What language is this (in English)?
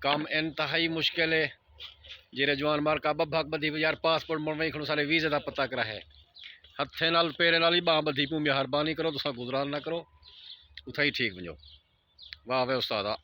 Saraiki